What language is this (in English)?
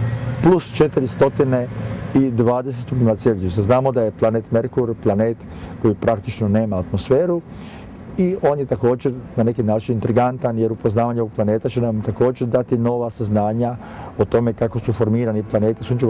Croatian